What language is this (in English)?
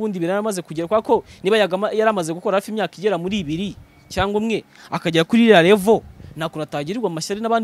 Kinyarwanda